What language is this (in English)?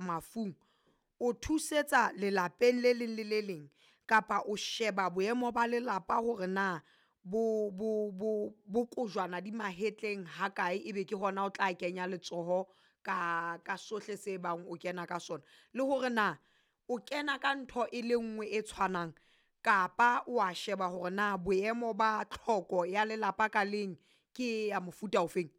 Southern Sotho